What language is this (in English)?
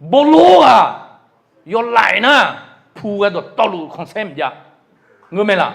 Akha